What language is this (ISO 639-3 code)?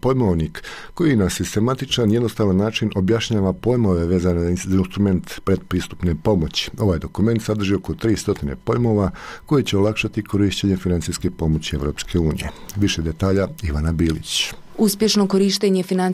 bos